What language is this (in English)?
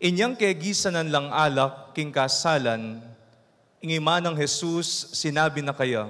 Pampanga